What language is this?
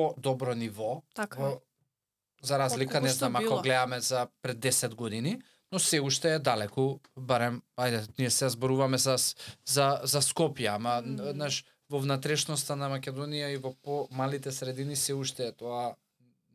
Macedonian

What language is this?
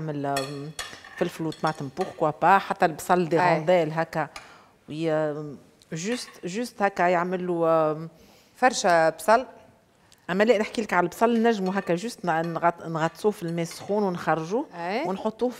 Tunisian Arabic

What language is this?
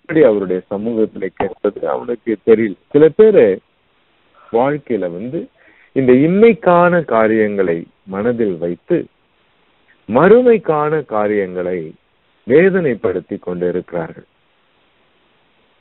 Tamil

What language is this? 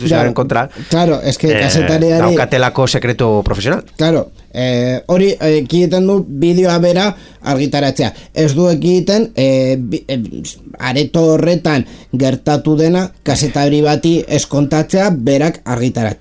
Basque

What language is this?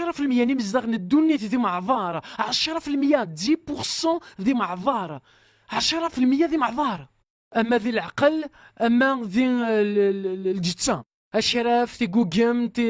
Kabyle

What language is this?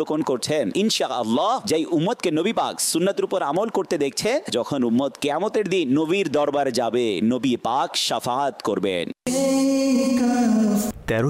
Bangla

